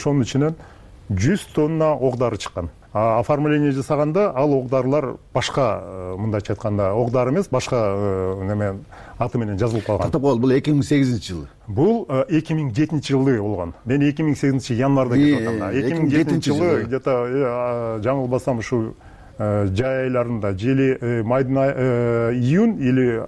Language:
Kyrgyz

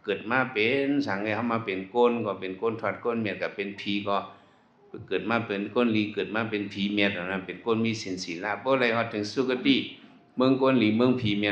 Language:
Shan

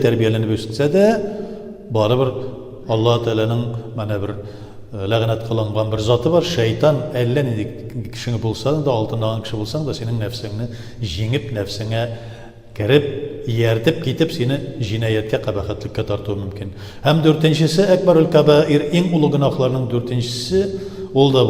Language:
Tatar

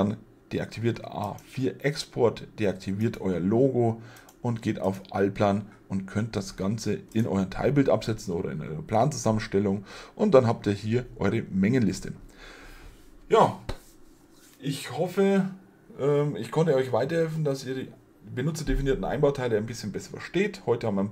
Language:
German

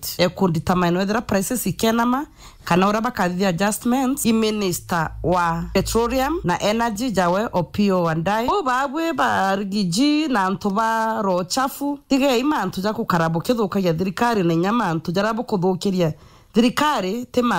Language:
Meru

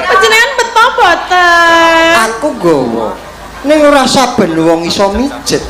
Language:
Javanese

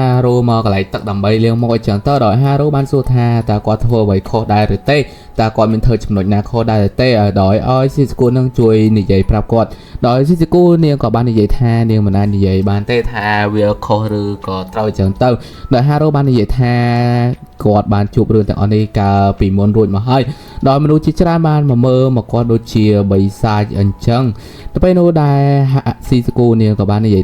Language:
Khmer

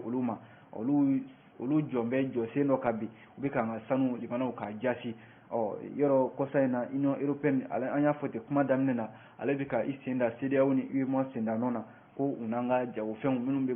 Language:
Bambara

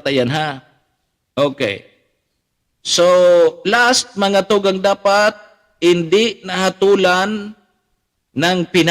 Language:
Bikol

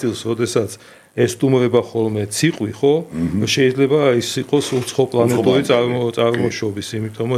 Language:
Georgian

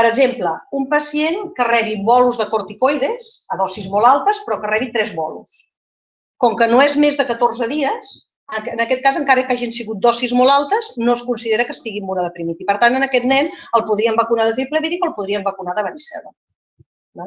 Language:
Catalan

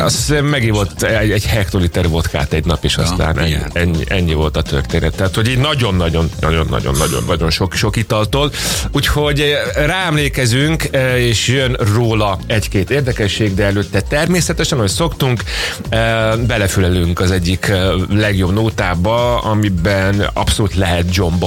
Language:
Hungarian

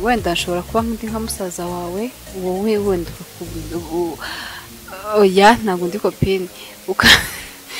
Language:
Kinyarwanda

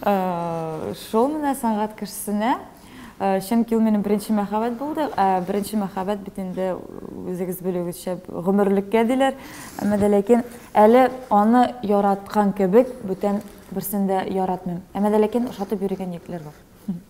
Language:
Tatar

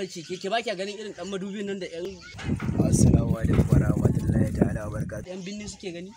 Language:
Hausa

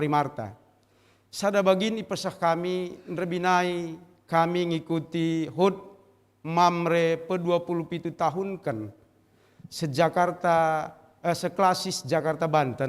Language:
Batak Karo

